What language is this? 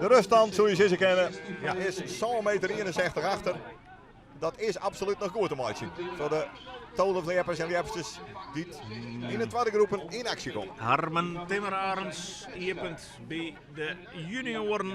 Western Frisian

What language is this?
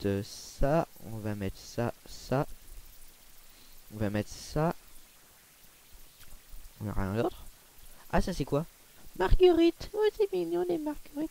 French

